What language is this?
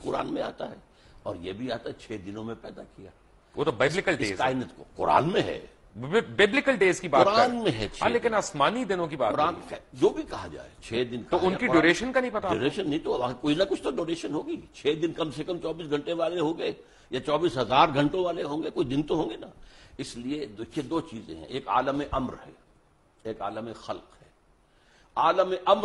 Urdu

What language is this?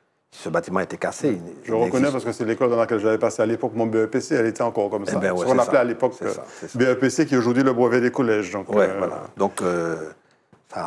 French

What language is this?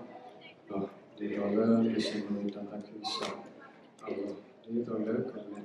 S'gaw Karen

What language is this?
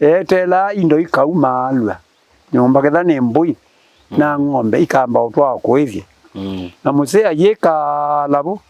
Kamba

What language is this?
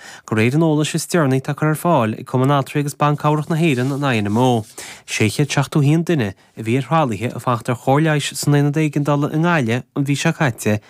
Irish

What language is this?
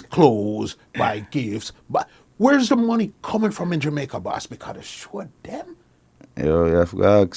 Jamaican Creole English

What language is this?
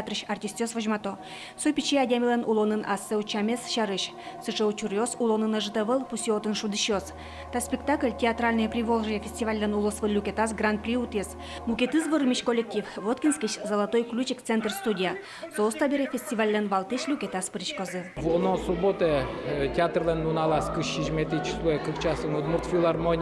Udmurt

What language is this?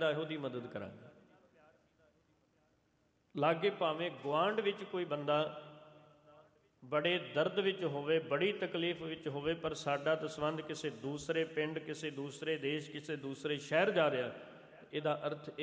Punjabi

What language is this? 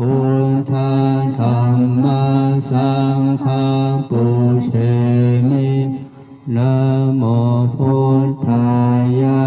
Pali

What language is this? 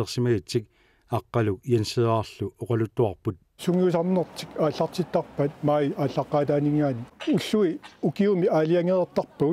Kalaallisut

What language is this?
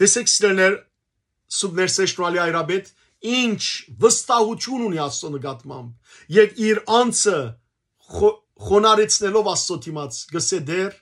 Western Armenian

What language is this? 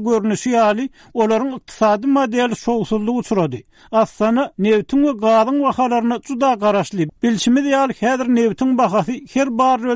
Turkmen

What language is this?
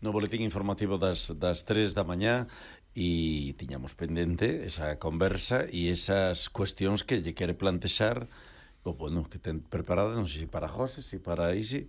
Galician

